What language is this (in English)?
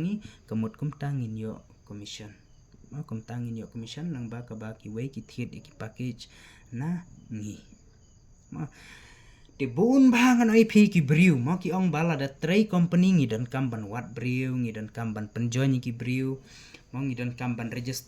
Khasi